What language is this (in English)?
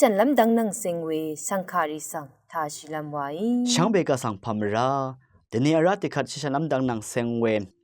Rawang